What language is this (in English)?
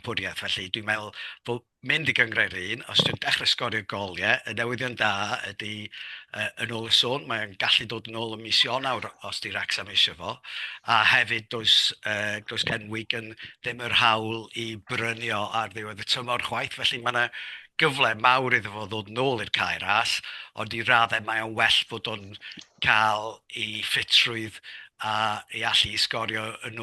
Welsh